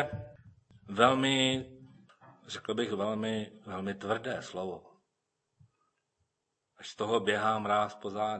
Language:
Czech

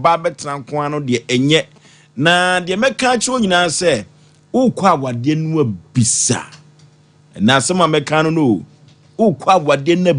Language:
Akan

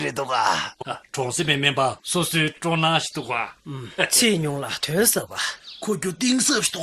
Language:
Tibetan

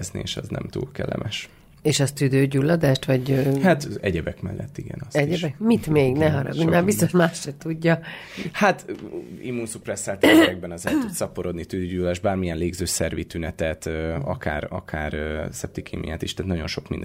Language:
Hungarian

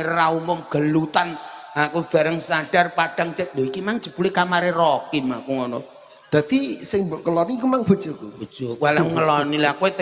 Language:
Javanese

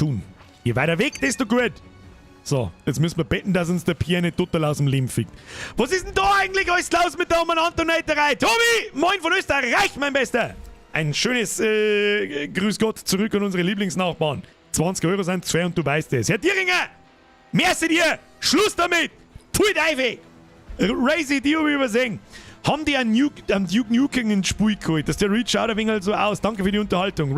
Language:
Bavarian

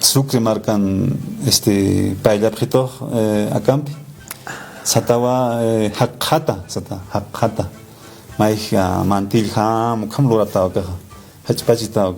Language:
Aymara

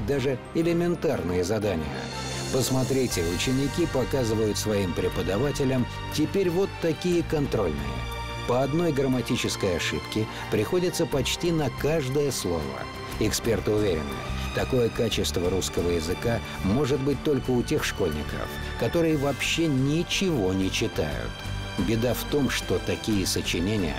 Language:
Russian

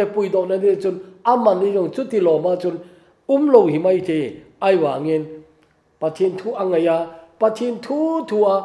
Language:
Thado Chin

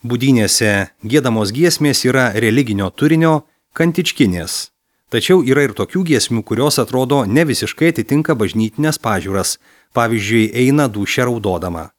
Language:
Lithuanian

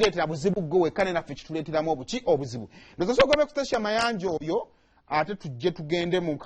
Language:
Ganda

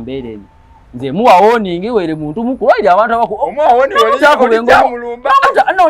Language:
Ganda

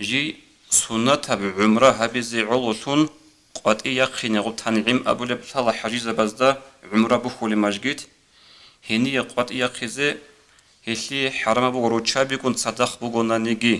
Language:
Avaric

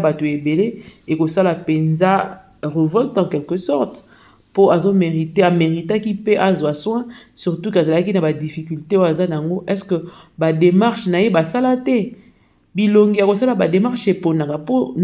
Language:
Lingala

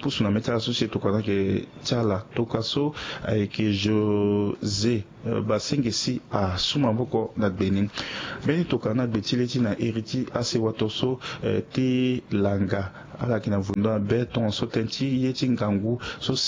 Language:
Sango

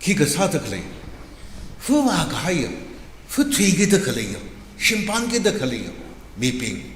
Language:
Tangkhul Naga (India)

